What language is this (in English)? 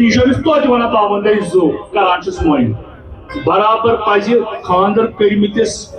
Kashmiri